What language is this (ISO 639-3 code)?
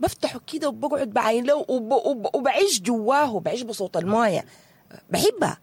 apd